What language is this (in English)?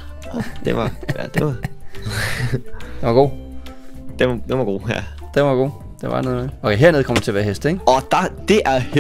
Danish